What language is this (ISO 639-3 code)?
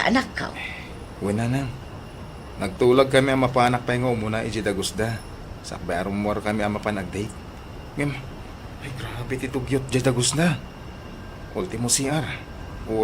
ilo